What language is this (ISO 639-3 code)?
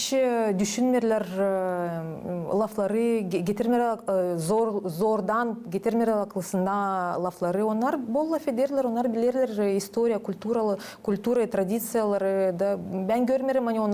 gag